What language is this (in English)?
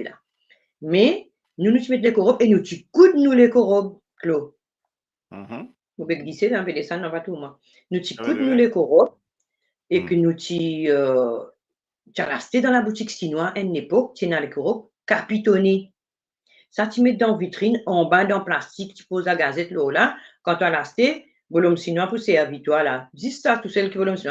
Morisyen